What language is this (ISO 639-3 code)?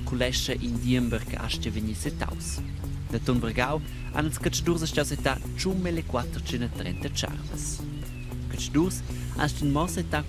roh